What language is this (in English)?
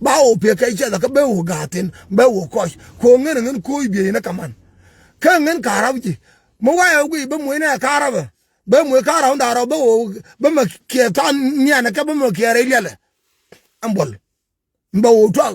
Nuer